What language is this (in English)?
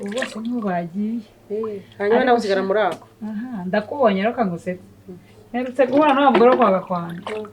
Kinyarwanda